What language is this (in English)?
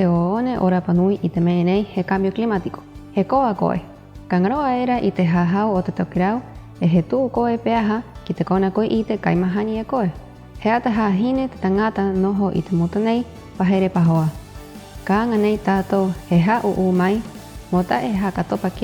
Rapanui